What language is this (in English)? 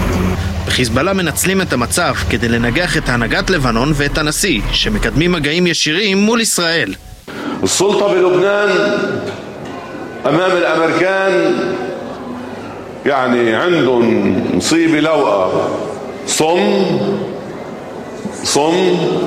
Hebrew